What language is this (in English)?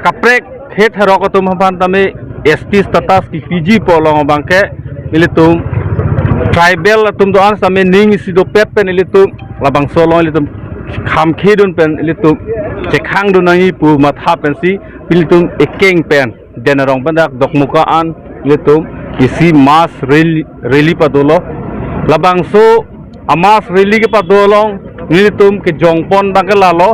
Karbi